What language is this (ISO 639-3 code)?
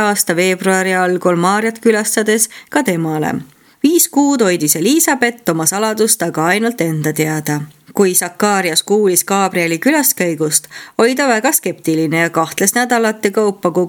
est